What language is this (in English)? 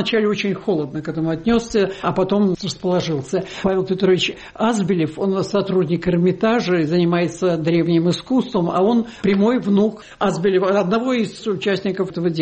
Russian